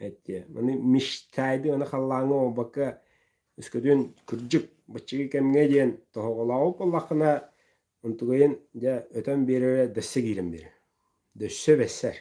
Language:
Yakut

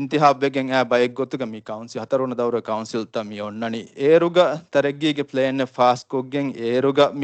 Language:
Divehi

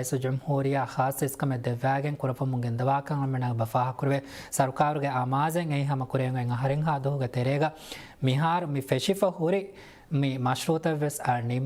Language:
Divehi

